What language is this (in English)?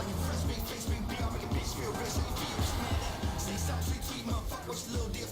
Palatine German